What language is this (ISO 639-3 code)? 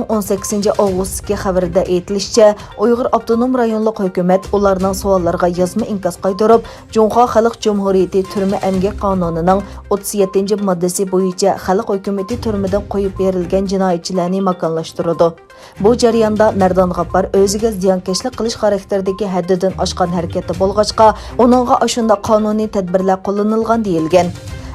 uig